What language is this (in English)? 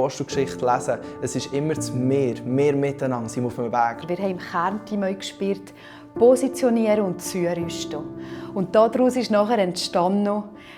Swiss German